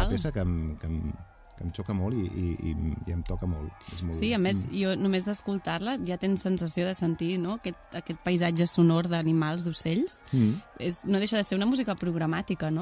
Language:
Catalan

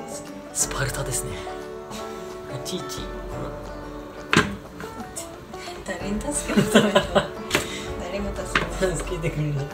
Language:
Japanese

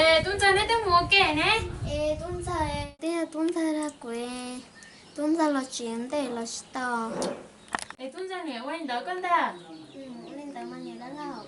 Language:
Hmong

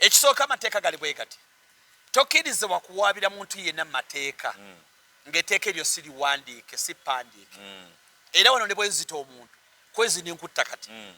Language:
Ganda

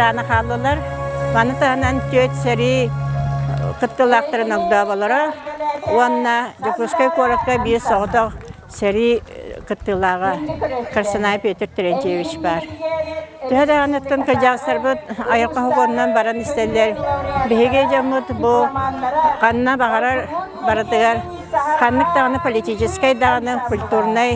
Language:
Yakut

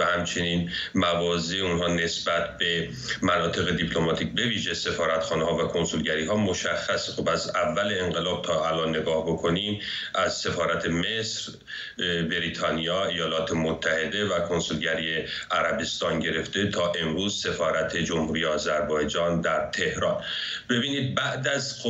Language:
Persian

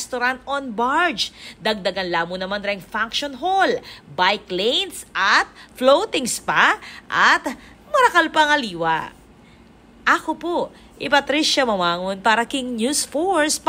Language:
Pampanga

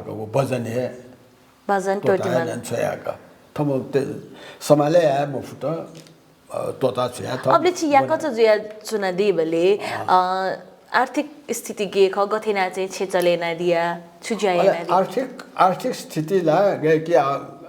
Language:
Newari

